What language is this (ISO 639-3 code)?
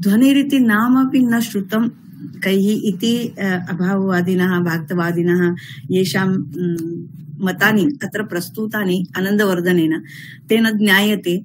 san